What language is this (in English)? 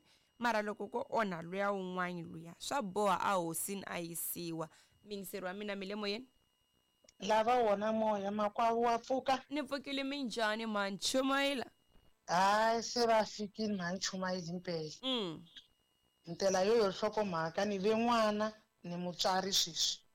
Tsonga